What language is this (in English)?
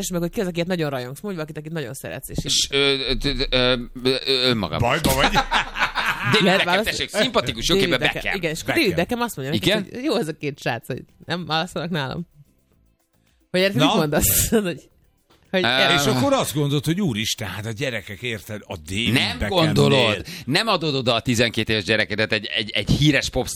Hungarian